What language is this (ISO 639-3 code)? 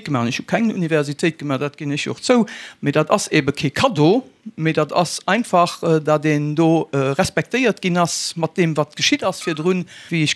ltz